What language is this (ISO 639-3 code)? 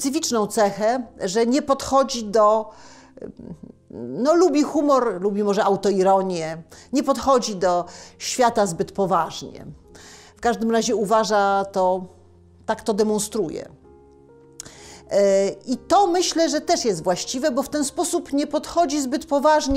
pol